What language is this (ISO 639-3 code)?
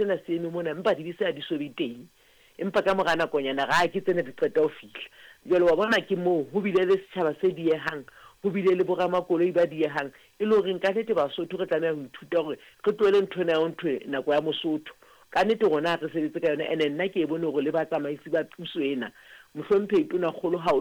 sot